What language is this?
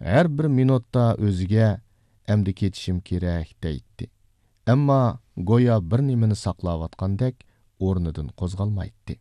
Uyghur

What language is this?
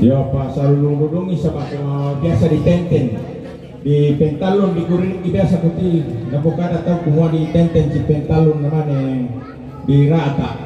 Toraja-Sa'dan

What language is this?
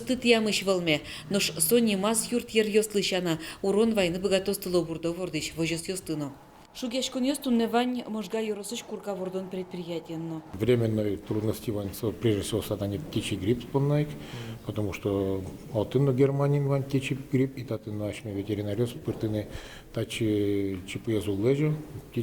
Udmurt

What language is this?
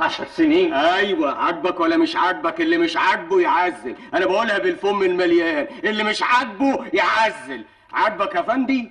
Egyptian Arabic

